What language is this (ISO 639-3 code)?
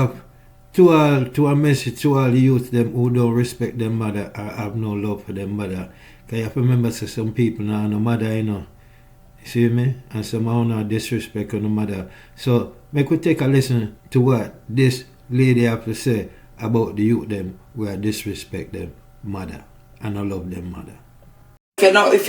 jam